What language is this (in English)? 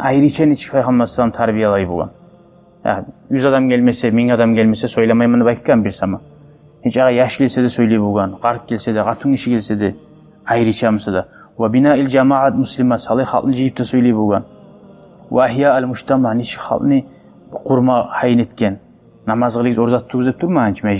Kumyk